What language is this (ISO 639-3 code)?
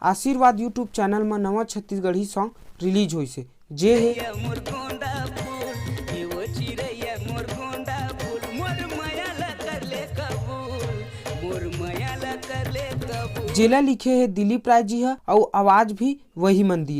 hne